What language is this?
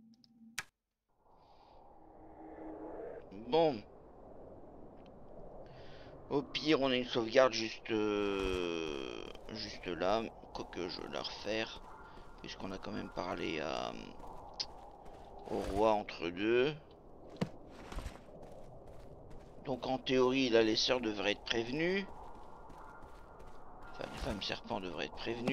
French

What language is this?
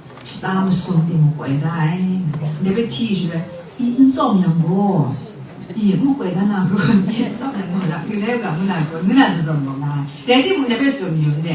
Kachin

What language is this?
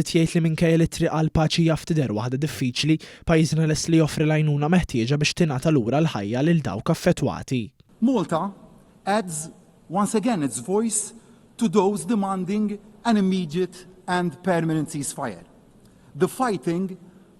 Maltese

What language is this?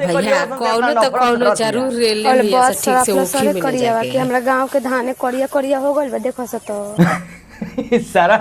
Bhojpuri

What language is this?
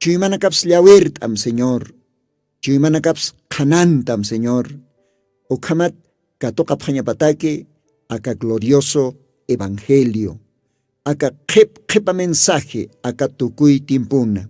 Aymara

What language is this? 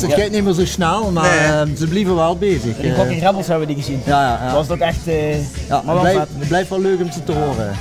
Limburgish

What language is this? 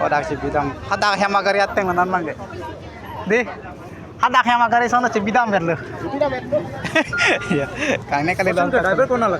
Karbi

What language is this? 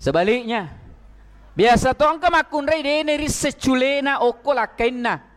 Buginese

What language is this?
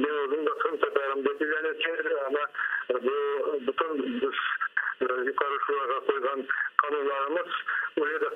Crimean Tatar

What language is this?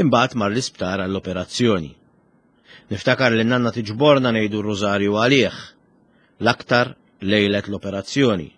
Maltese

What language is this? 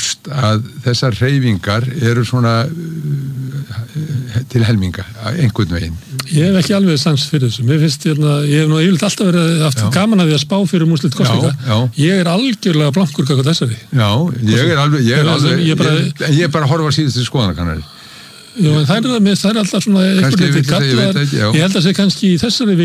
Icelandic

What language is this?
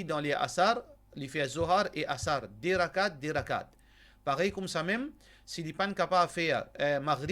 Morisyen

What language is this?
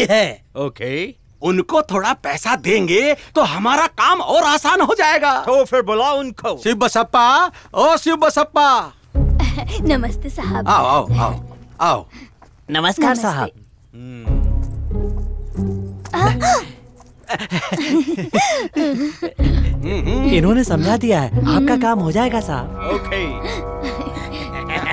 Hindi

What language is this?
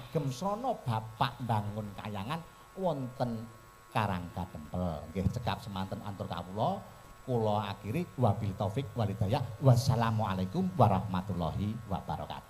Javanese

